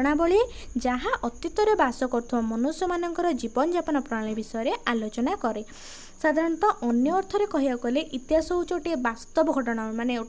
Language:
Odia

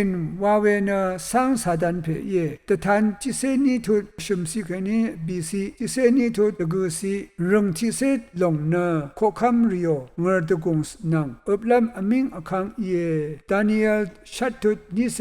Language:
Rawang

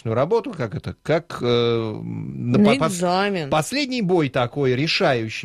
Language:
Russian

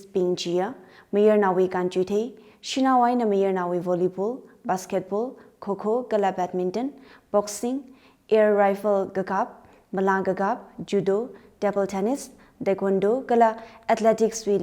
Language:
Tangkhul Naga (India)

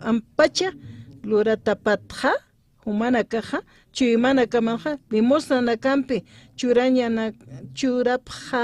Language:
Aymara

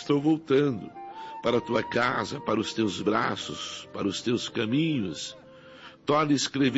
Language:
Portuguese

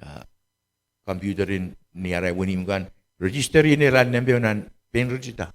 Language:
Pohnpeian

